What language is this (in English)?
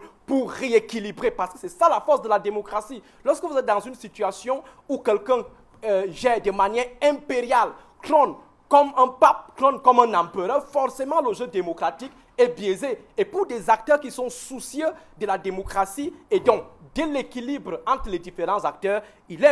French